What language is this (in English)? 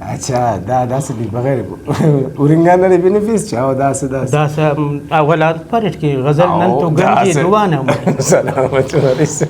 Brahui